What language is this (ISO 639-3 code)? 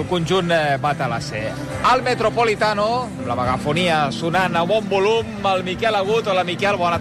cat